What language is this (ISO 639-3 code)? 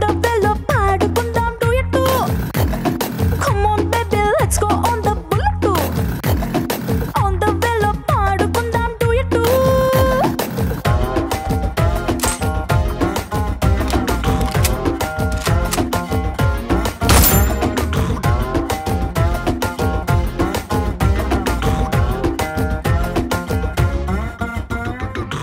tel